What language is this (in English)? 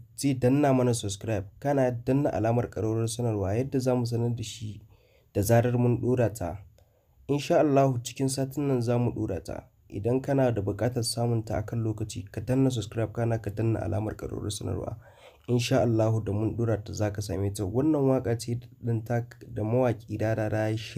Hausa